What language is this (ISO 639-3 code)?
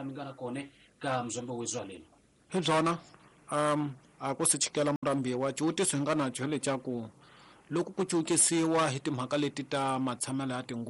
tso